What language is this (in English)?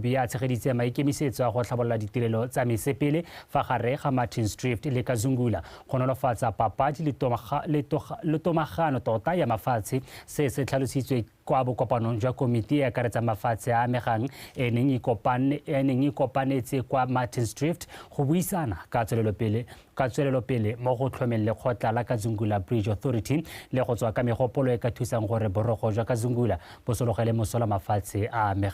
Tswana